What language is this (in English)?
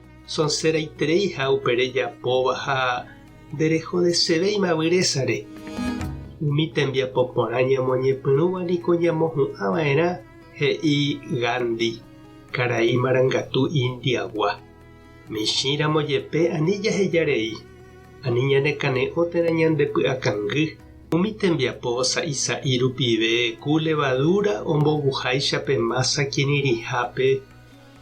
Guarani